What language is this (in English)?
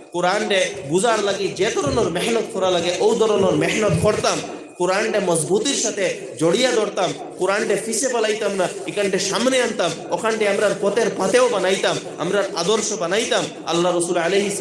Sylheti